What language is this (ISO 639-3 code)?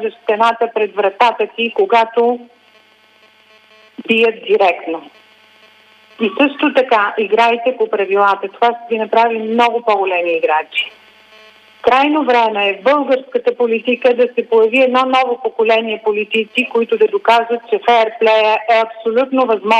bul